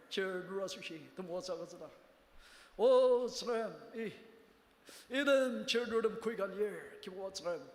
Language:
Ao Naga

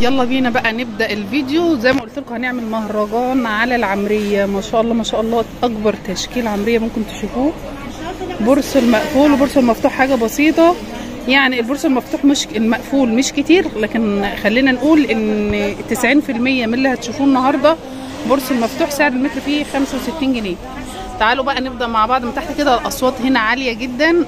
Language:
Egyptian Arabic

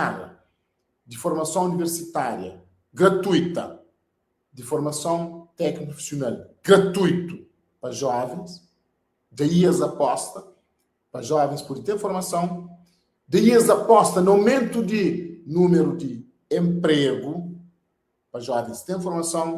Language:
Kabuverdianu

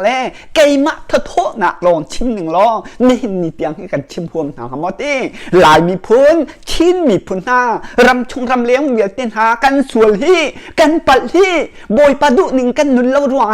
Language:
Hakha Chin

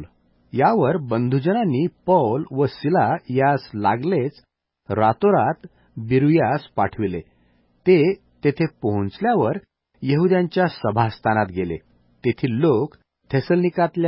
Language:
Marathi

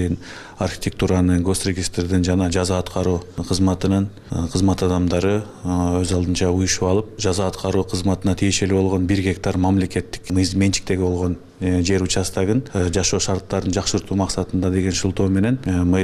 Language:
Kyrgyz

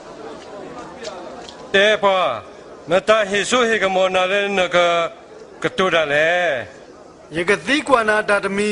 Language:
S'gaw Karen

